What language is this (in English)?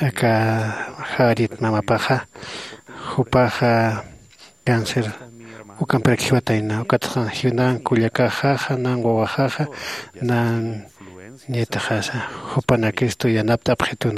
Aymara